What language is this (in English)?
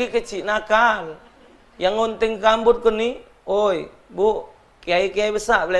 Musi